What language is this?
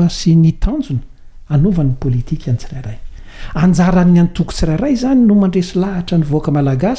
Malagasy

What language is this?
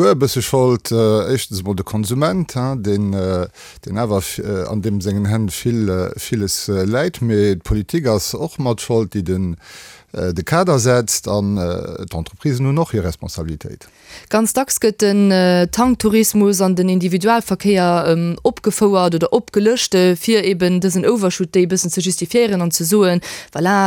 Luxembourgish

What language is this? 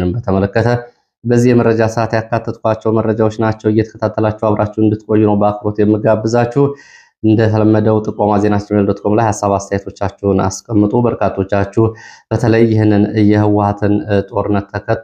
Amharic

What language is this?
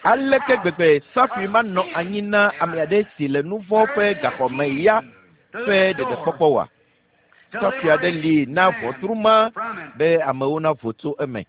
Ewe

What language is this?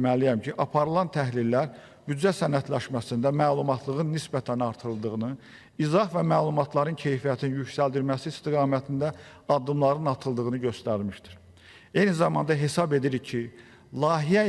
Azerbaijani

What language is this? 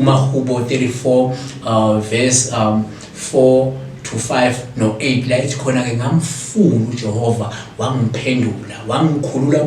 Zulu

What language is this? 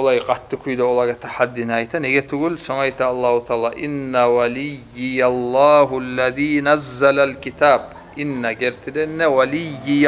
Kumyk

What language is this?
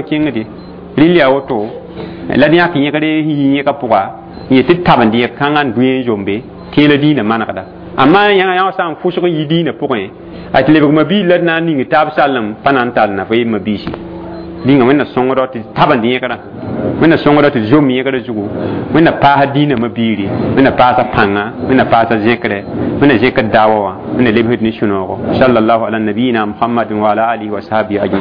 Mossi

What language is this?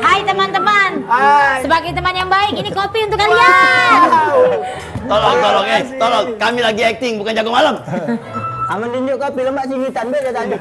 Musi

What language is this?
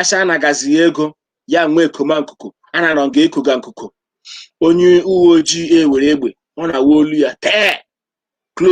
Igbo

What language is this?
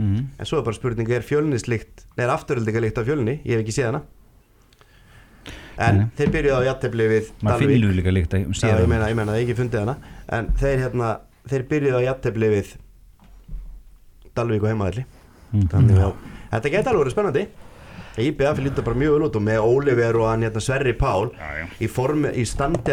Icelandic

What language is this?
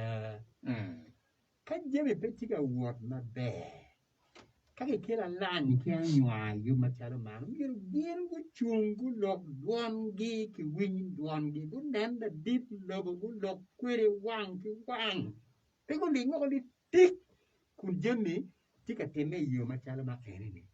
Acoli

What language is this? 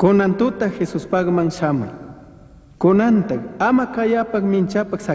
Chimborazo Highland Quichua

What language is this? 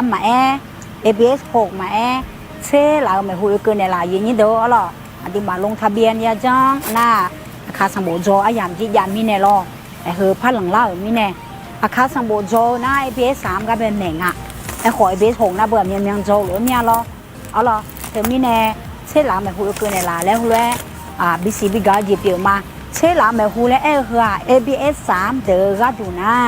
Akha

